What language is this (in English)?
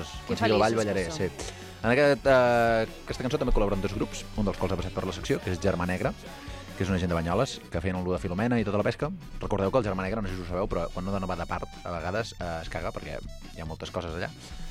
Catalan